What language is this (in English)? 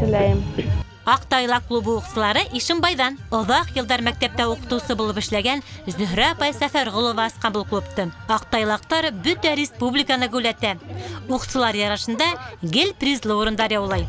Bashkir